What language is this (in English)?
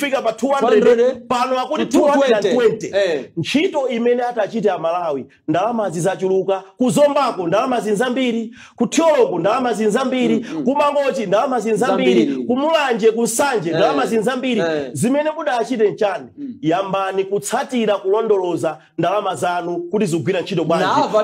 Nyanja